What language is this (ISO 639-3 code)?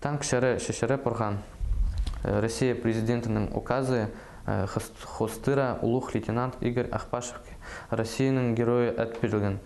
kjh